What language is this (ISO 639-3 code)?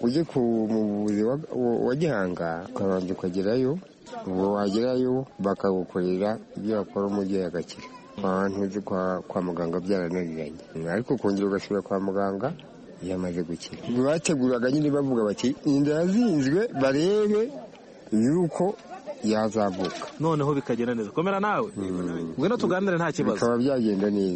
kin